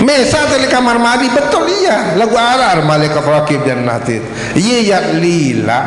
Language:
Sasak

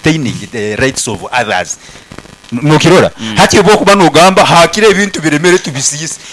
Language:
Nyoro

